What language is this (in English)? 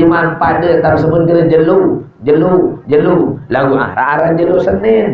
Sasak